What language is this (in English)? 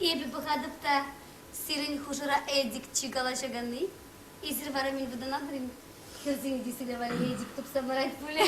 Chuvash